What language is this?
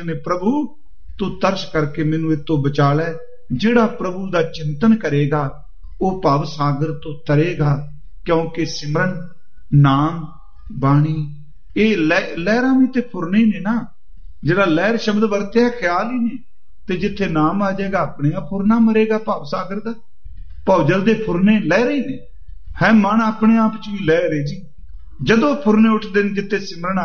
Punjabi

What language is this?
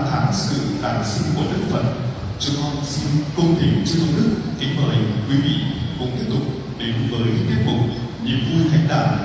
Vietnamese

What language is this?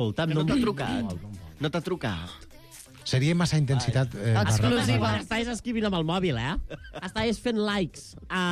Catalan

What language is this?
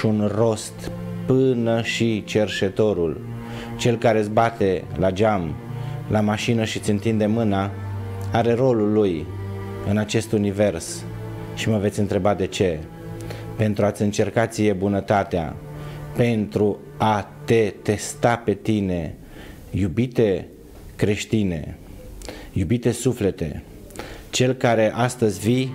Romanian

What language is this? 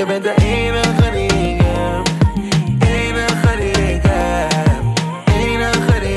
Dutch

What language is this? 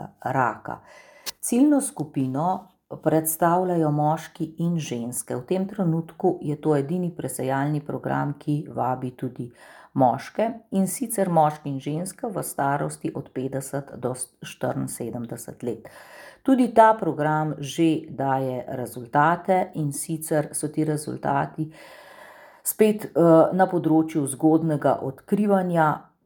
Slovenian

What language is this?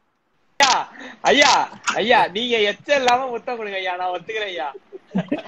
Tamil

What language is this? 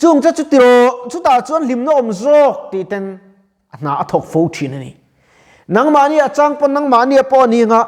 Mizo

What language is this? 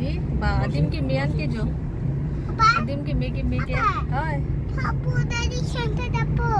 Karbi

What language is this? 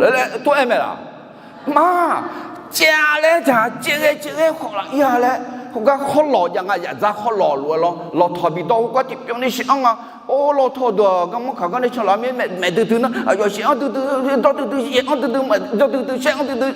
Akha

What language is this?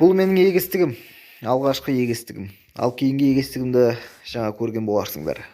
Kazakh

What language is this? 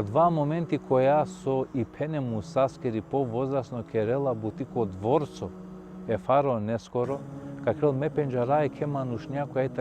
Balkan Romani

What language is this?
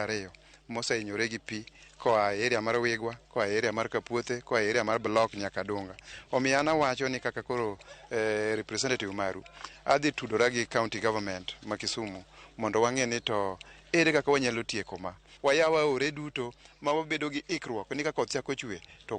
Luo (Kenya and Tanzania)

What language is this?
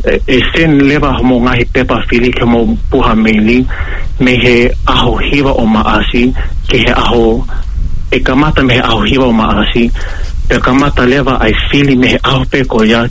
Tongan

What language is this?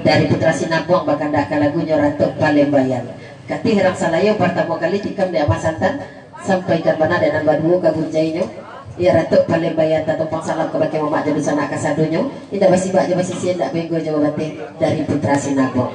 Minangkabau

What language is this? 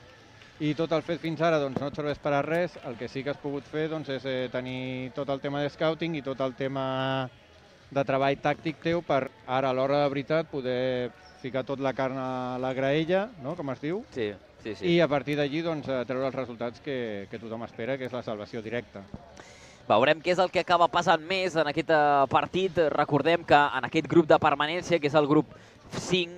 Catalan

